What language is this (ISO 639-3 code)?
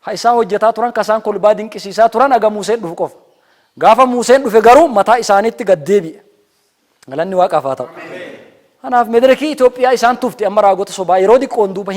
orm